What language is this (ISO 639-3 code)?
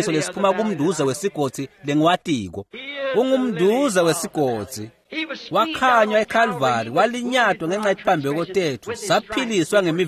ssw